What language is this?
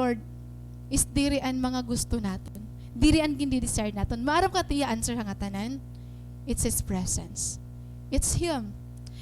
Waray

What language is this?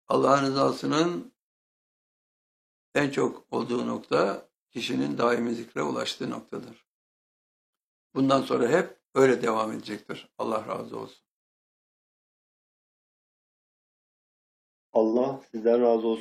Turkish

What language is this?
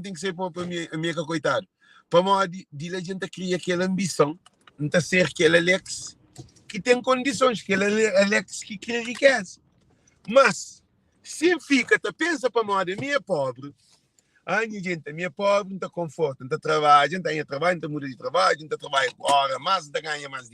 Kabuverdianu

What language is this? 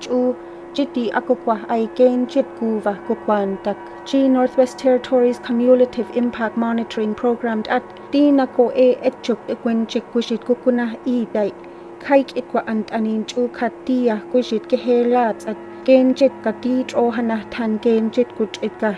Gwichʼin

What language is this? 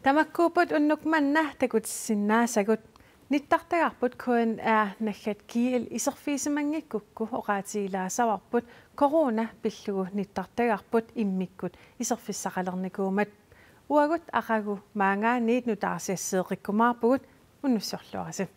Kalaallisut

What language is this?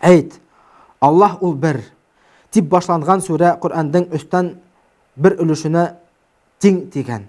Bashkir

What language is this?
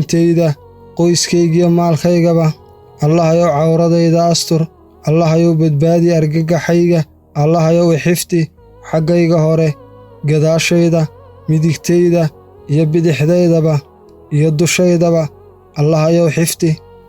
Somali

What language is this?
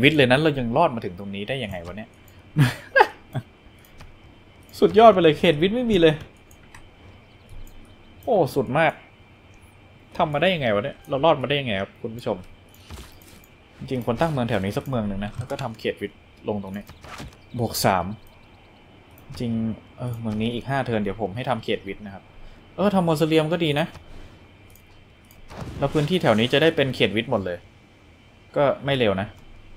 Thai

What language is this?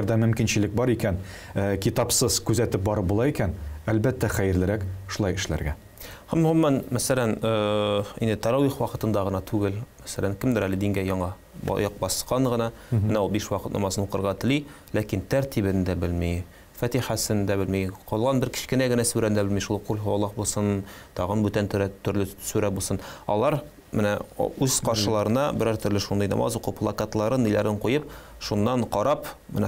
Tatar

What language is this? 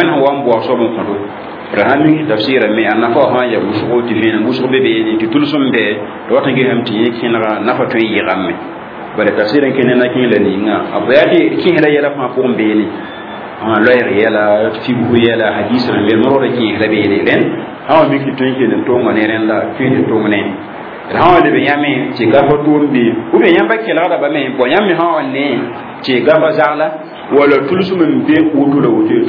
Mossi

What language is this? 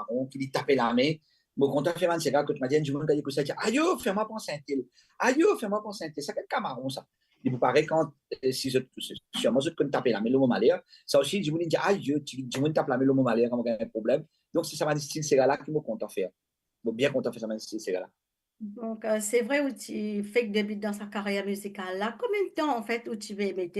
Morisyen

